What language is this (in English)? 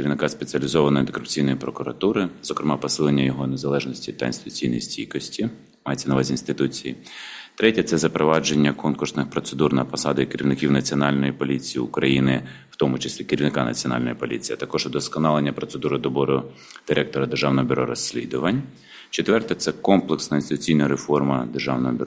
Ukrainian